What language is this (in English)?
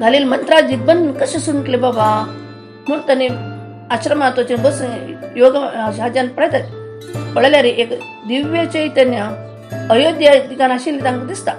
Konkani